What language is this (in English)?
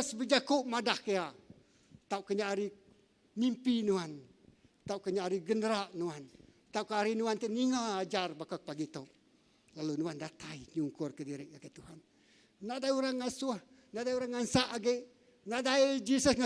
Iban